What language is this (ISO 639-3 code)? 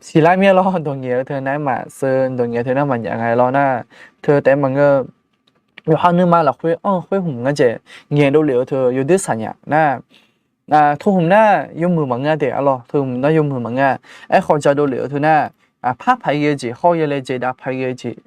ahk